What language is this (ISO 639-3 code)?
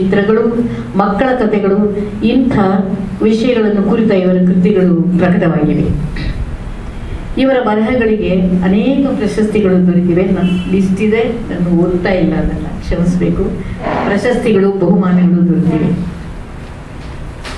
kan